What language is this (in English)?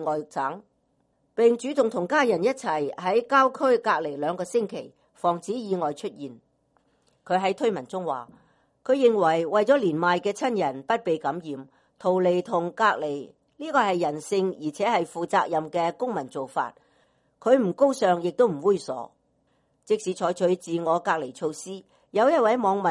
Cantonese